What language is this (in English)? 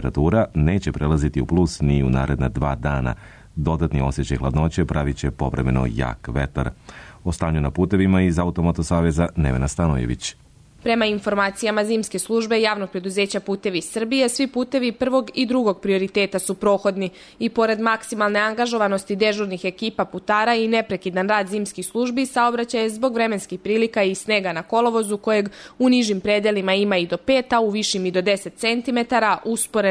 Serbian